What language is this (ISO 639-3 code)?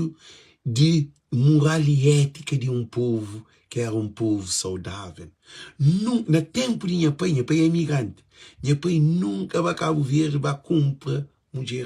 kea